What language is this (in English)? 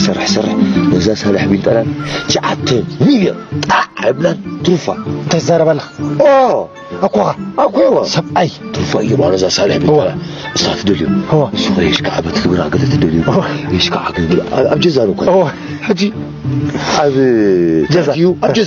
Tigrinya